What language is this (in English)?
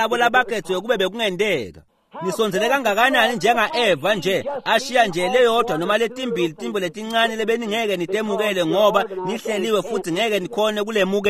Swati